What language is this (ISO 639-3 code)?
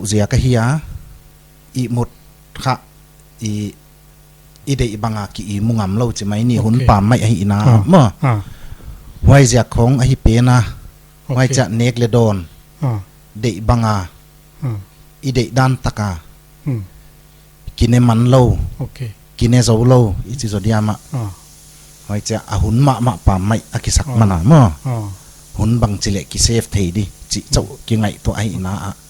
pck